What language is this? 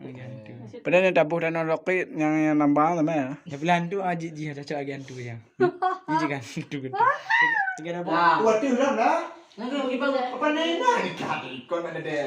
Achinese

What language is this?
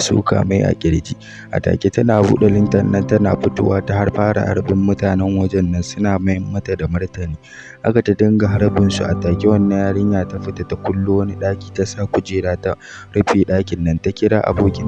Hausa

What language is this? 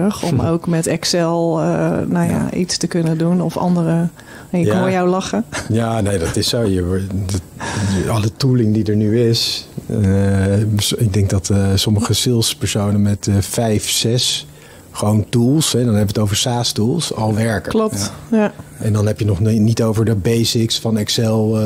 Dutch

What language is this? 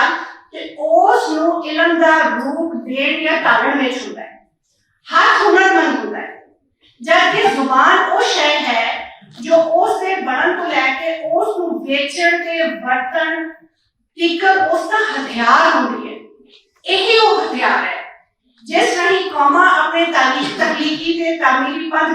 Western Panjabi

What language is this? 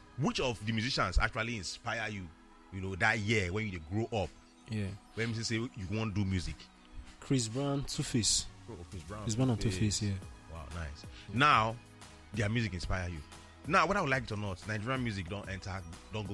Nigerian Pidgin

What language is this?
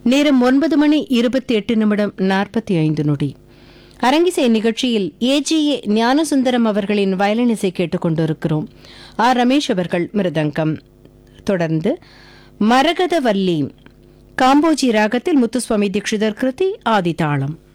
Tamil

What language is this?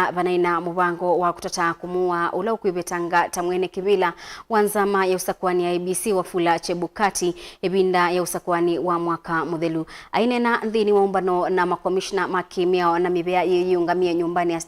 Kamba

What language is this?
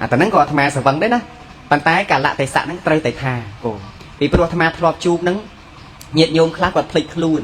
Khmer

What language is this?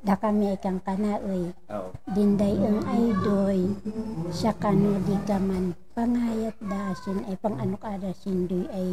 Kankanaey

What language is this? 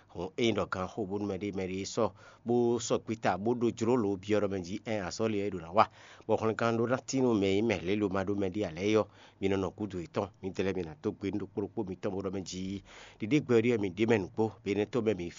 Fon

